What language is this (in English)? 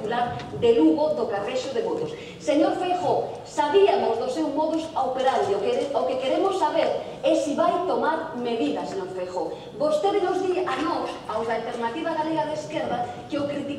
Galician